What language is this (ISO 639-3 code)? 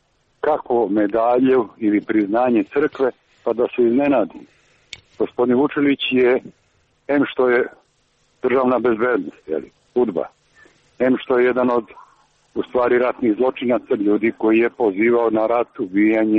srp